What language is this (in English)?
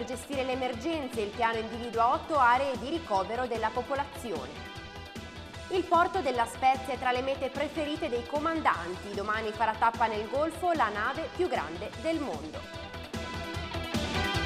Italian